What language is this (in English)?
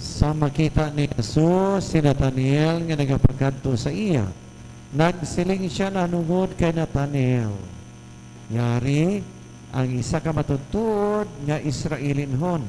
Hiligaynon